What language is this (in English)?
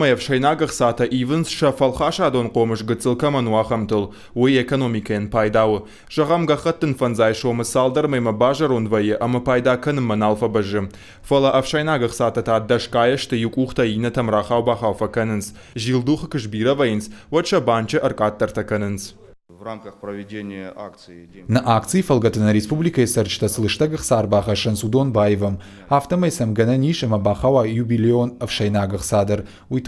Ossetic